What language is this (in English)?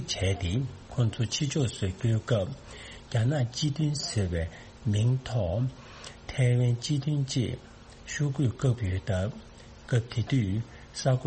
Tibetan